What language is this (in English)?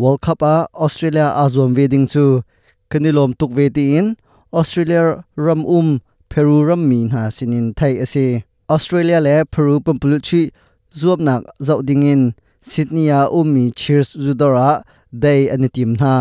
Hakha Chin